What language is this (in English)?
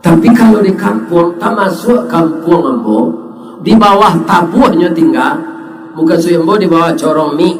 Minangkabau